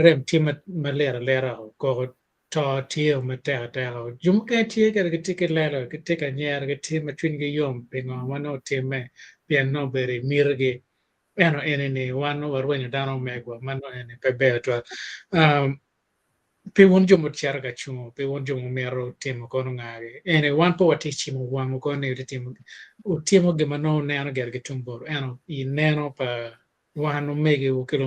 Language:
Acoli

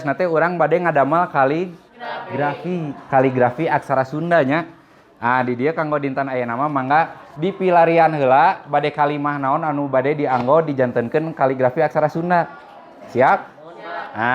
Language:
Sundanese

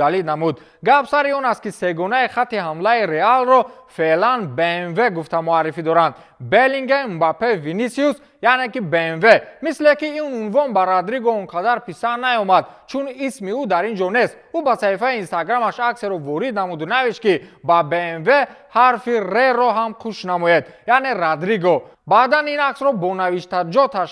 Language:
Tajik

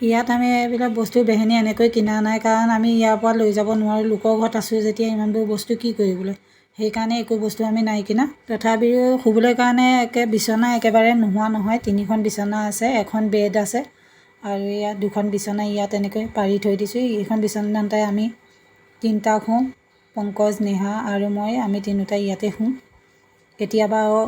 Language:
Assamese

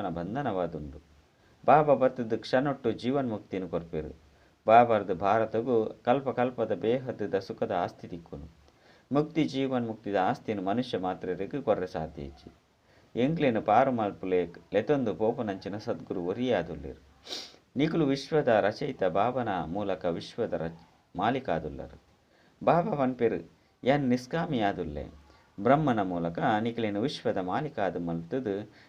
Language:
Tulu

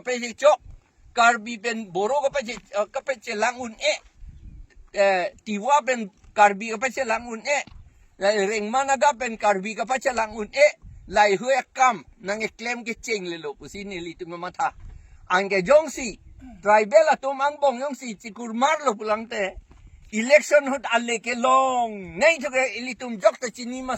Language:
Karbi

